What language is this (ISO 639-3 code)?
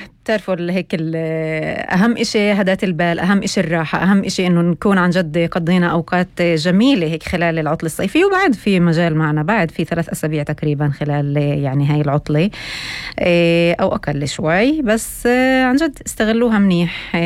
apc